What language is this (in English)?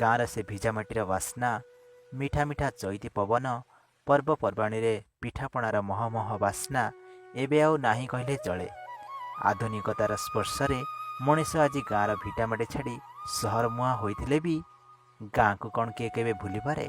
Odia